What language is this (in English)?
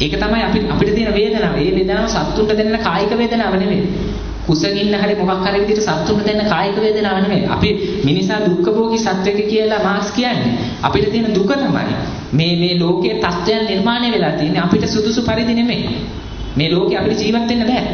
Sinhala